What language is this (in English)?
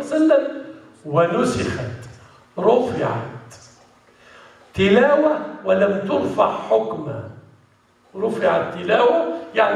Arabic